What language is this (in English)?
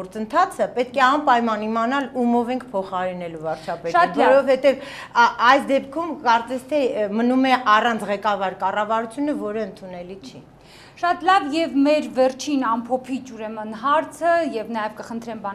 Armenian